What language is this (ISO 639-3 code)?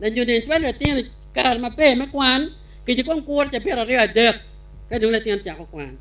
ach